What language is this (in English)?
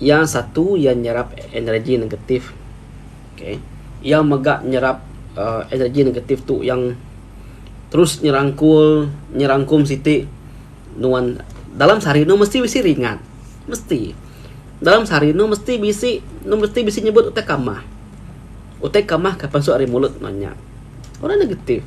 Iban